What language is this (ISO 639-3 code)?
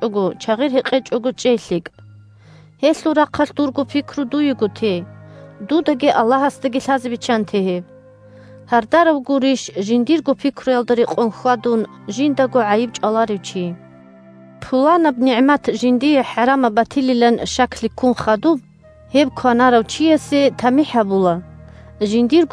ava